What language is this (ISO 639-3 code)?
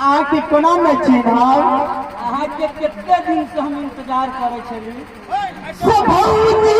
mai